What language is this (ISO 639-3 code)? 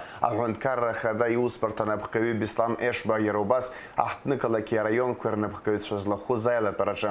abk